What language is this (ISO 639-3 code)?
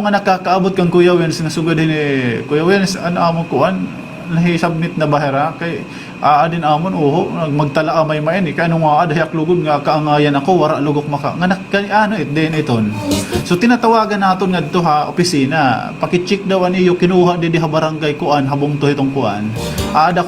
war